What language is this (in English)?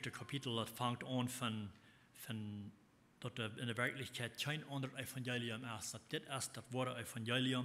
Plautdietsch